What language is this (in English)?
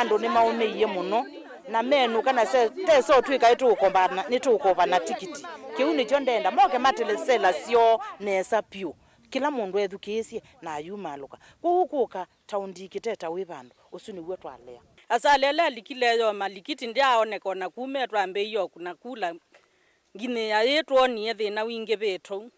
Kamba